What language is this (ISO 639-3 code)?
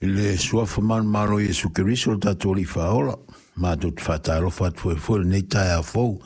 smo